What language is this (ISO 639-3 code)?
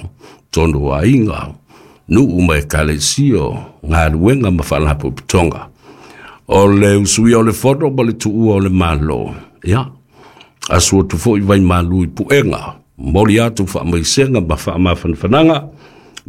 smo